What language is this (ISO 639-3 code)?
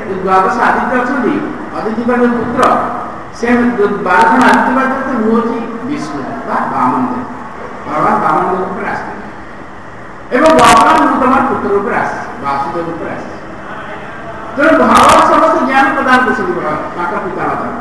ori